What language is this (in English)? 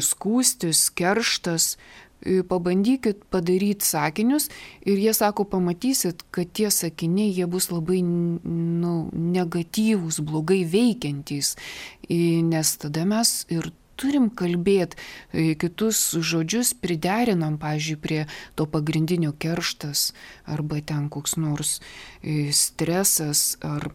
Lithuanian